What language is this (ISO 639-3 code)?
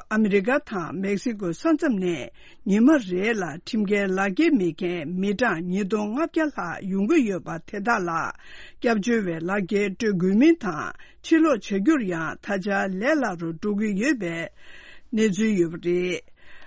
bod